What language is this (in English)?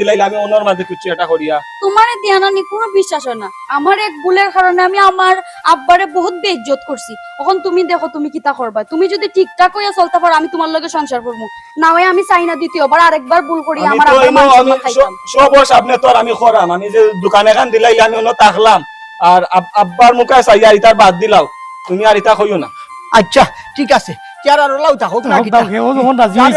Sylheti